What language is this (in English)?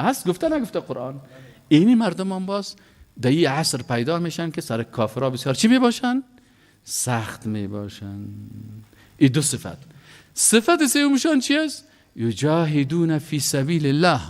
Persian